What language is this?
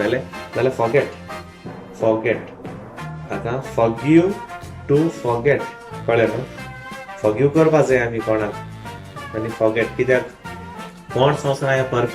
Konkani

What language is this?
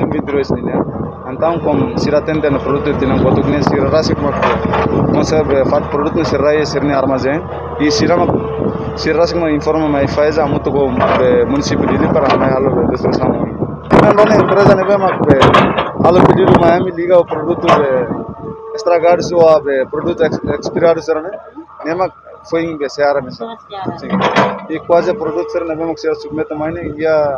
Tetum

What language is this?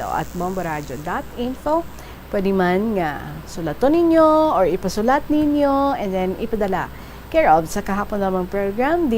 Hiligaynon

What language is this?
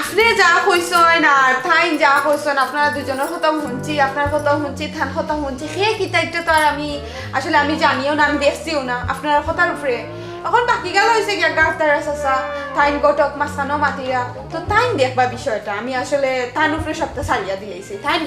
Sylheti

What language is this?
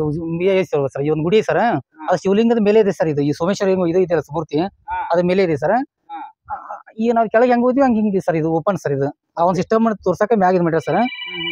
Kannada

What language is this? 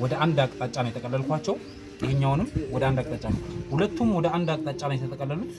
Amharic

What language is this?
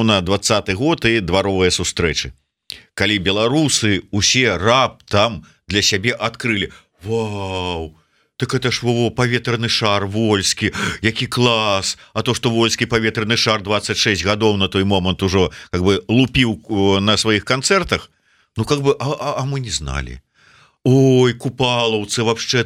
Belarusian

